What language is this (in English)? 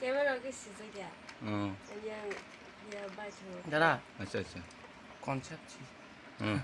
Kok Borok